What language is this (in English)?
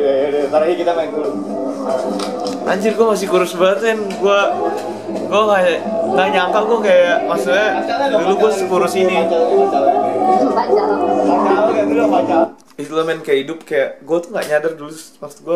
Indonesian